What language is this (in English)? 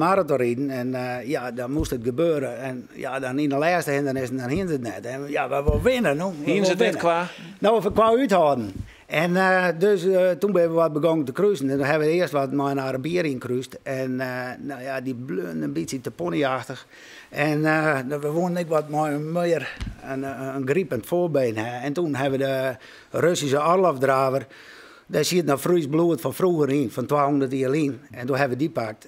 Western Frisian